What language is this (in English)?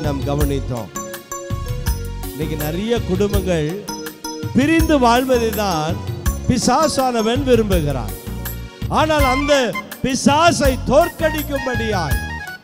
Tamil